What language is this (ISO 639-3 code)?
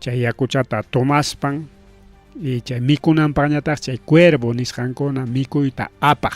quy